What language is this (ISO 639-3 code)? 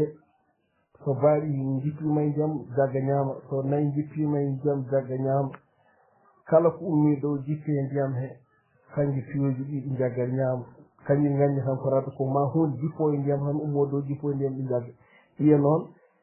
ful